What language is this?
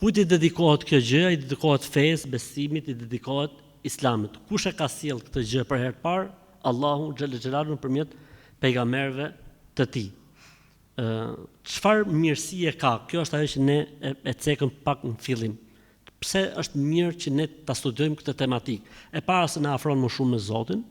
Albanian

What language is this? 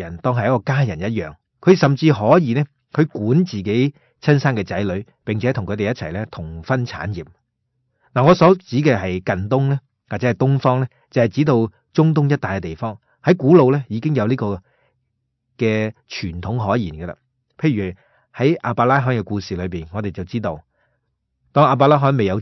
Cantonese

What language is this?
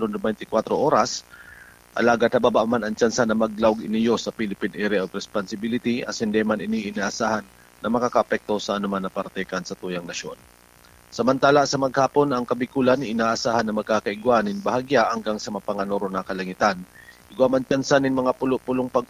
Bikol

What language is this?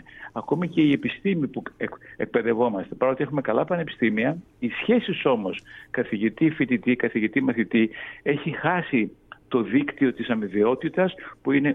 Greek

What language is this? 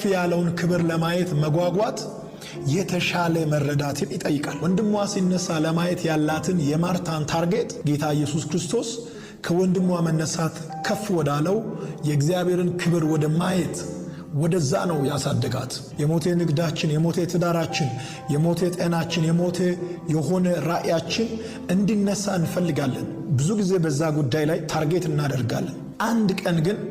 Amharic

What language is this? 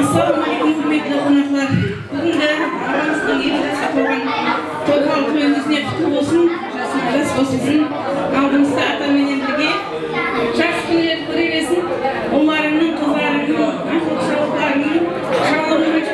Kara-Kalpak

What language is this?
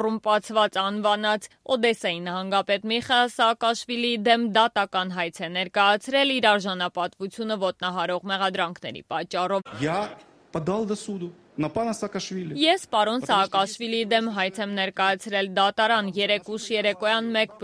Armenian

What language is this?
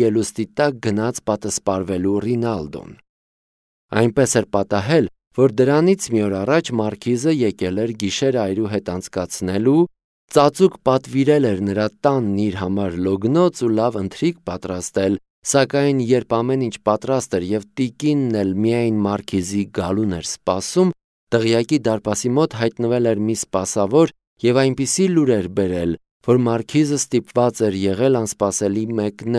Armenian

